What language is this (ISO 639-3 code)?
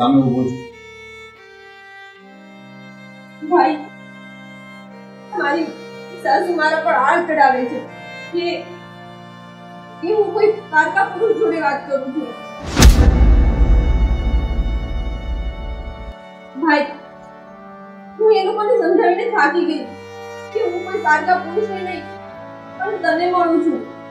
guj